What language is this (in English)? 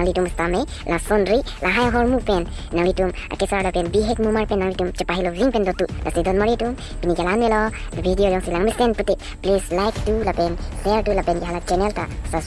Karbi